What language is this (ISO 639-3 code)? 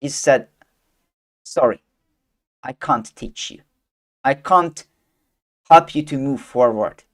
eng